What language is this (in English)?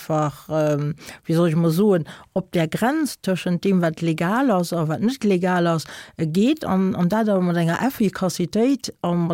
Luxembourgish